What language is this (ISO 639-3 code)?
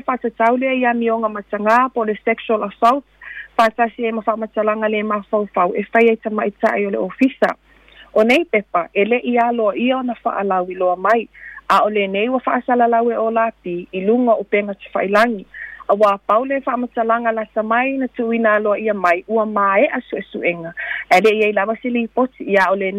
smo